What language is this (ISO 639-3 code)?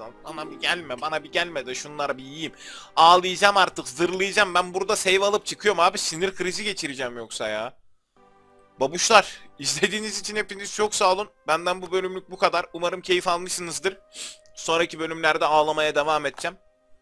tur